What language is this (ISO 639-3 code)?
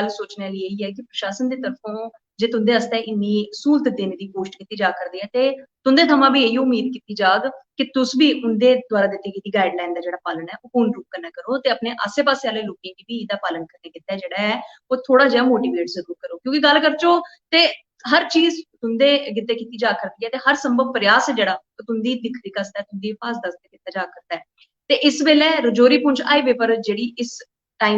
doi